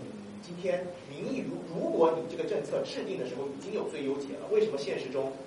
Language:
Chinese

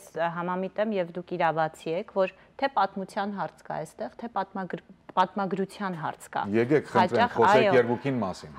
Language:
Western Armenian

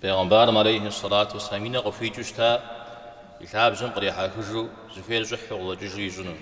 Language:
Kabardian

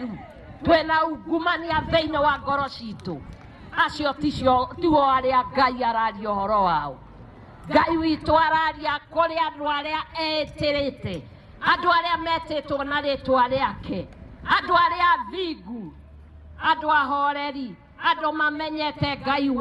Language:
Kikuyu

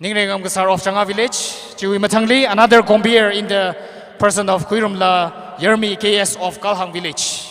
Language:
Tangkhul Naga (India)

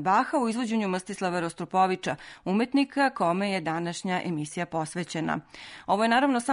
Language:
Serbian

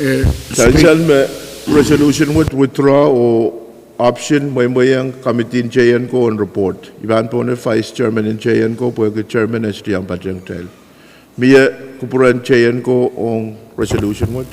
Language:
Pohnpeian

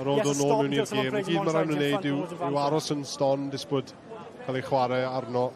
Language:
Welsh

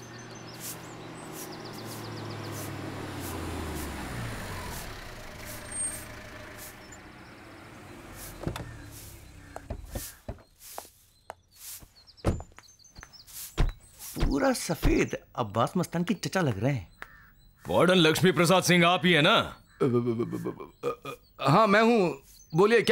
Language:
Hindi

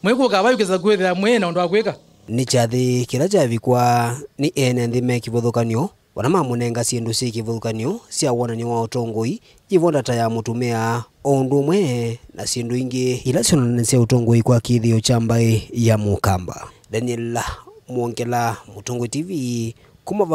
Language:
Kamba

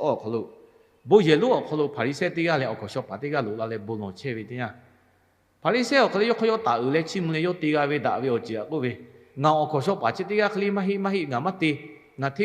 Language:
Lahu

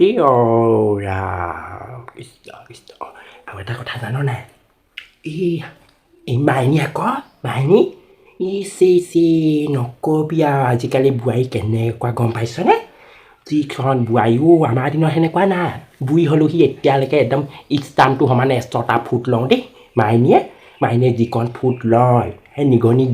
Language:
Assamese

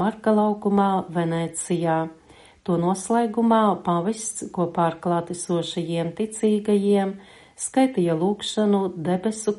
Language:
Latvian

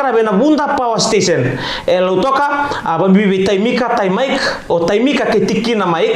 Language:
Fijian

